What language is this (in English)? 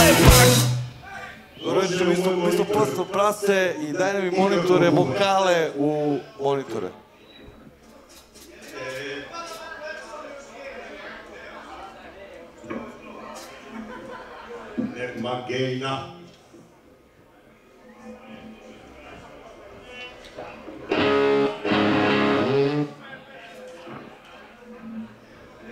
Serbian